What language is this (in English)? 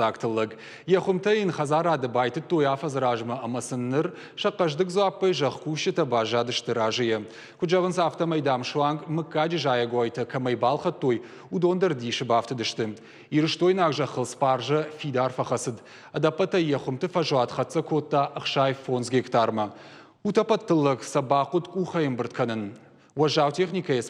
Ossetic